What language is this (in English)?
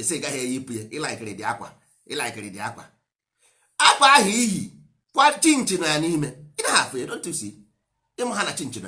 Igbo